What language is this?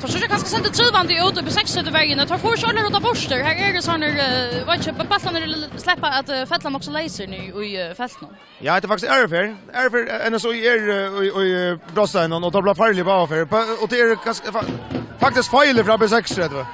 Faroese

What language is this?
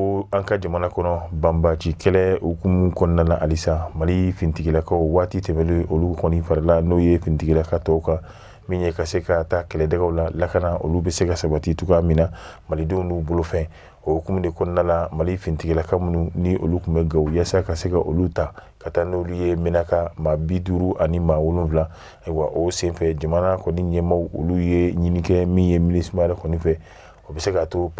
Bambara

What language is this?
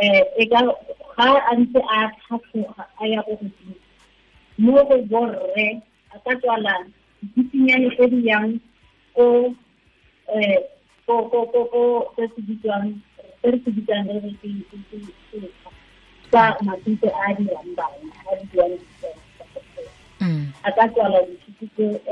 Tswana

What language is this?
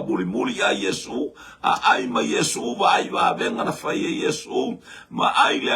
Samoan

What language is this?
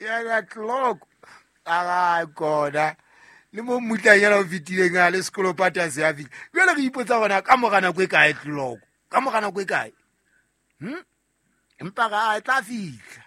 Southern Sotho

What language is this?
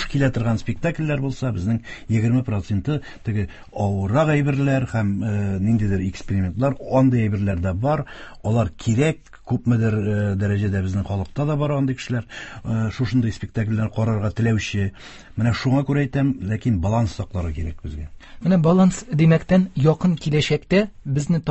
Tatar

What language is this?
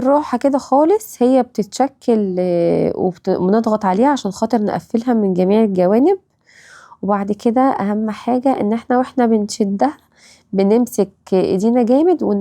Egyptian Arabic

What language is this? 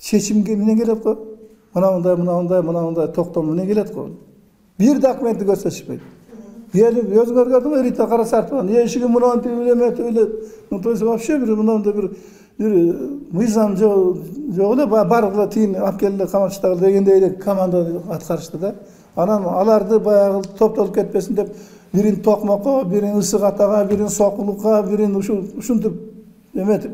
Kyrgyz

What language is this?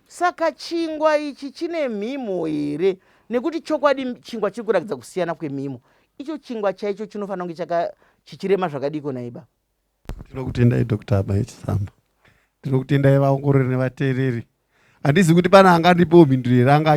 Shona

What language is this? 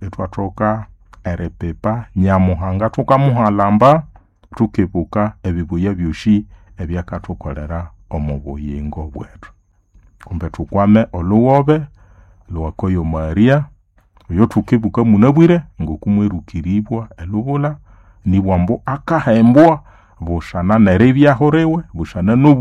Nande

